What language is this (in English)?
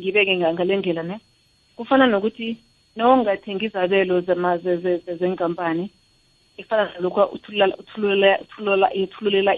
South Ndebele